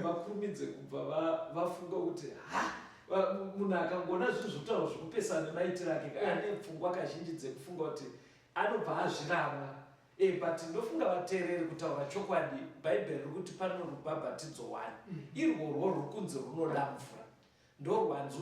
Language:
Shona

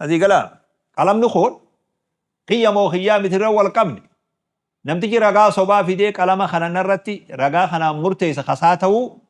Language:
Oromo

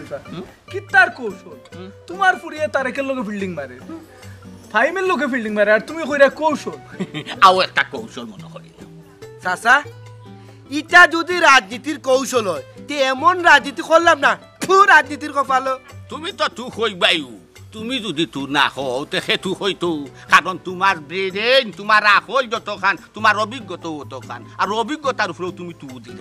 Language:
Sylheti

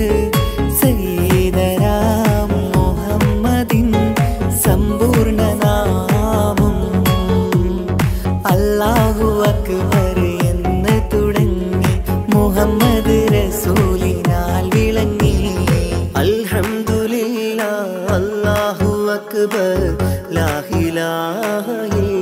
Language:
Malayalam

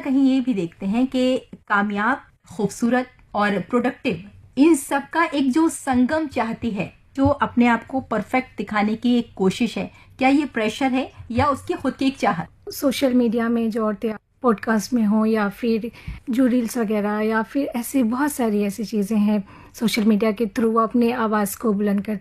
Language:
Urdu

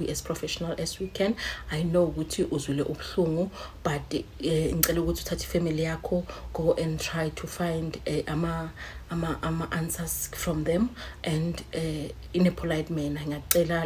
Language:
Zulu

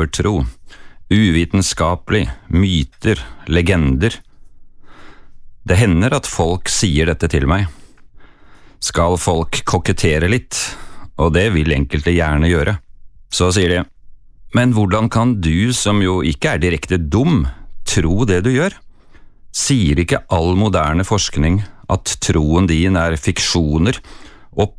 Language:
Norwegian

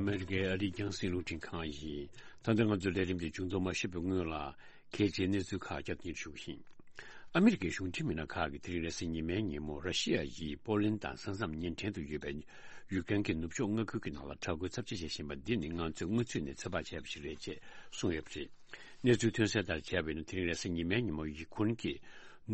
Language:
Tibetan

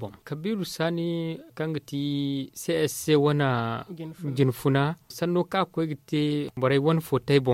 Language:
Zarma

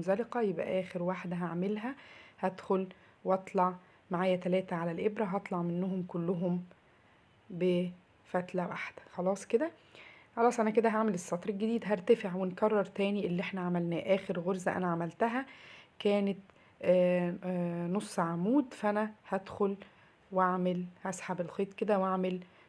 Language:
Egyptian Arabic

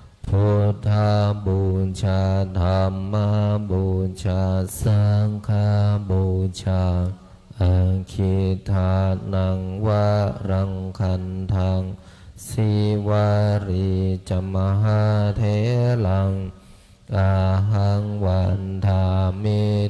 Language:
Pali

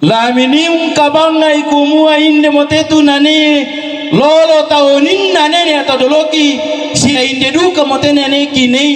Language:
Toraja-Sa'dan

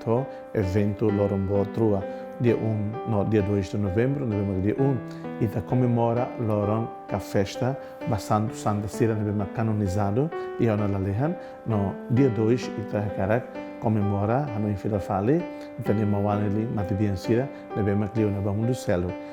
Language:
Tetum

